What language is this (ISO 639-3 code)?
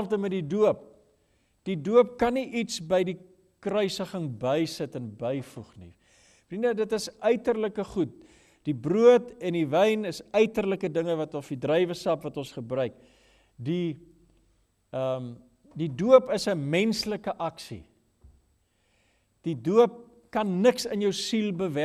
afr